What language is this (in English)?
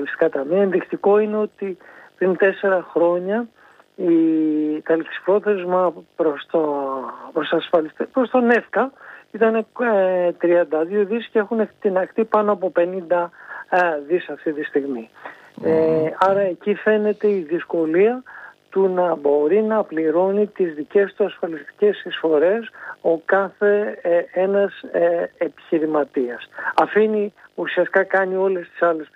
Greek